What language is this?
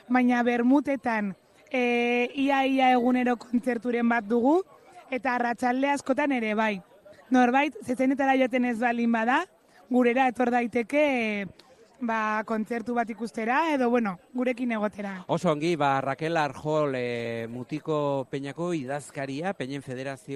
Basque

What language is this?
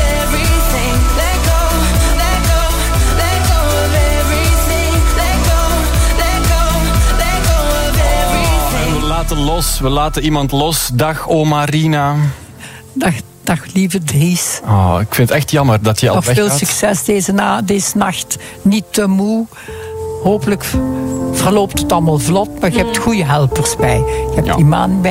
Dutch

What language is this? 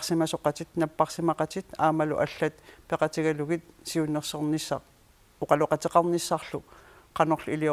Kalaallisut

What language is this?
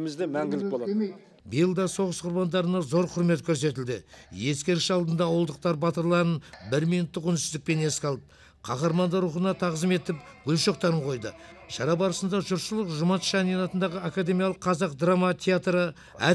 Kazakh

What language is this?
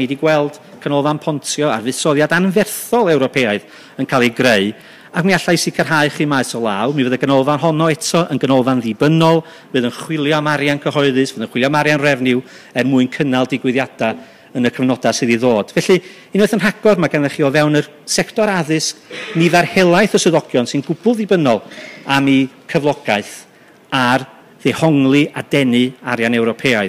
Welsh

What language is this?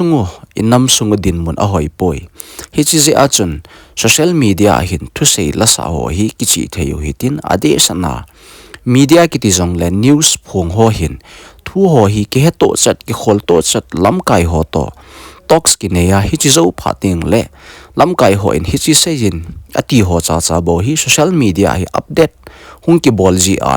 Thado Chin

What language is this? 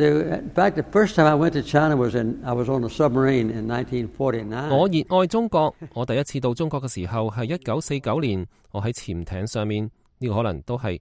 Cantonese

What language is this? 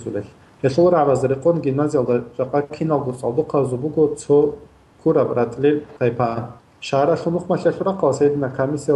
Avaric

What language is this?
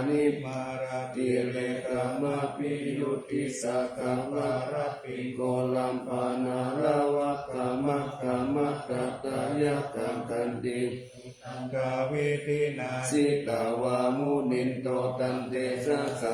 Pali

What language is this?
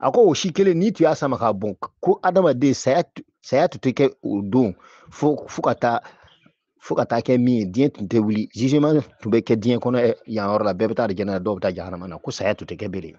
Bambara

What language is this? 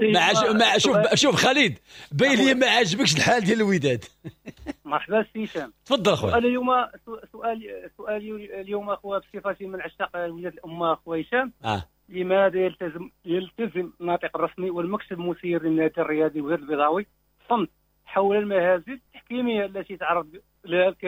Moroccan Arabic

